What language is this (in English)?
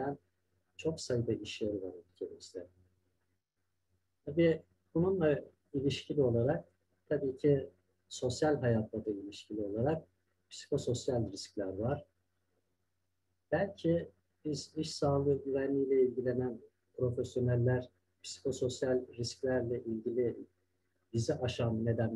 Turkish